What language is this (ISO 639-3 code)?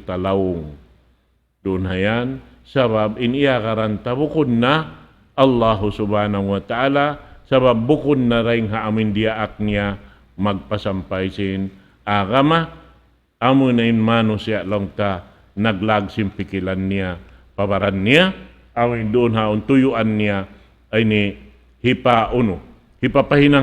tsg